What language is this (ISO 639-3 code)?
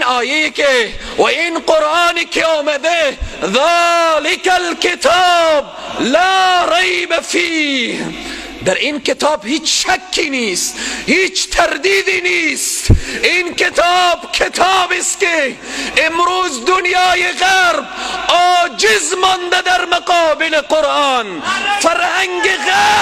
tgk